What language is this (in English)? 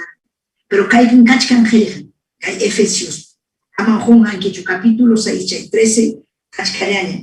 Ayacucho Quechua